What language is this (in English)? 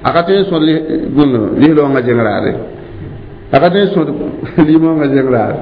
Mossi